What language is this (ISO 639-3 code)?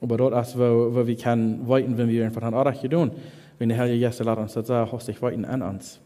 pdt